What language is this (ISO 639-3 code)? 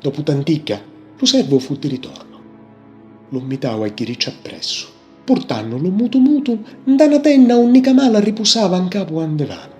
scn